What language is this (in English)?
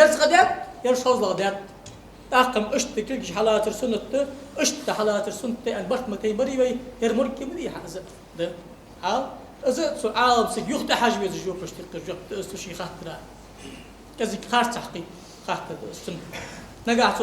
Ingush